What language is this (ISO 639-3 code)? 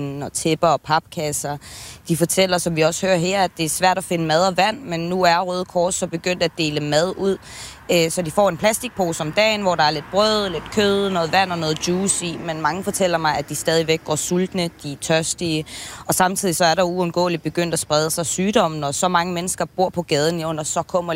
dan